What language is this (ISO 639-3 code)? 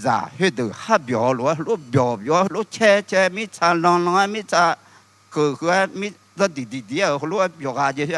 ahk